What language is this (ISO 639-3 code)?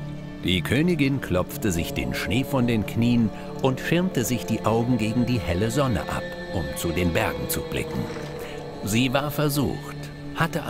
deu